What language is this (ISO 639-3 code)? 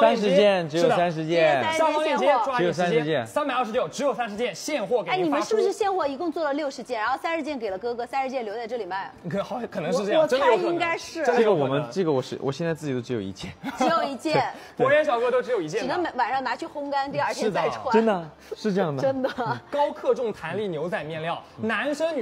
zho